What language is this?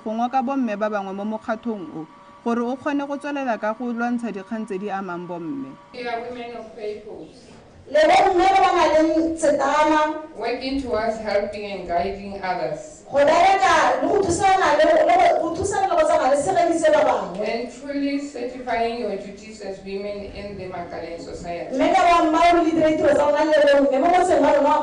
Tswana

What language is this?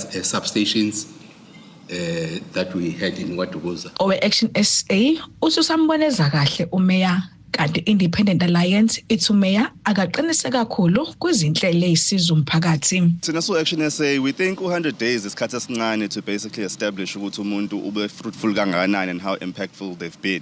Zulu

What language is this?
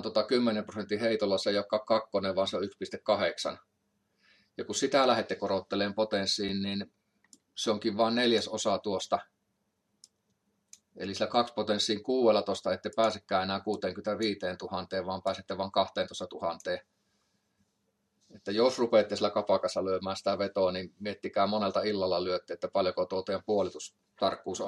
Finnish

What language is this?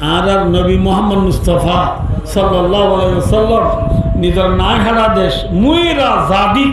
Rohingya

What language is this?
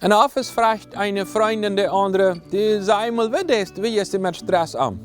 Plautdietsch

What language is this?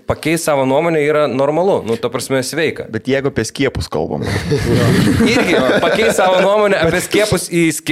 Lithuanian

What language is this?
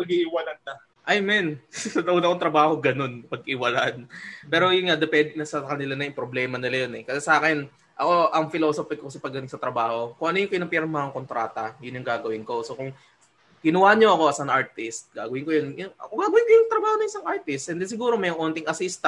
Filipino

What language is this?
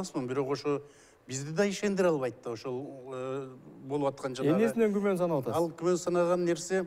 Kyrgyz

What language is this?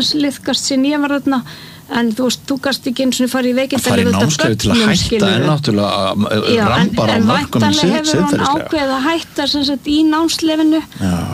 Icelandic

